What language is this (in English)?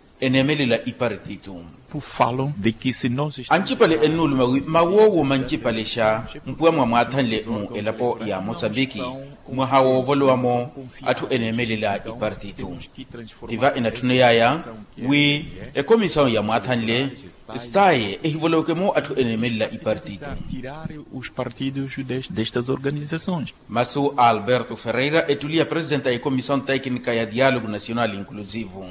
Makhuwa